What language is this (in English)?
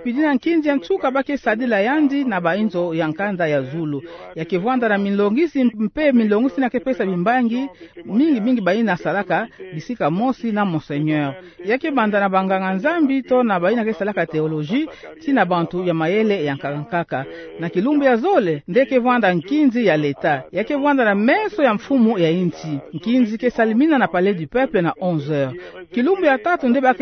Kituba (Democratic Republic of Congo)